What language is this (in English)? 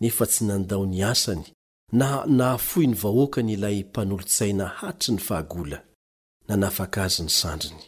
Malagasy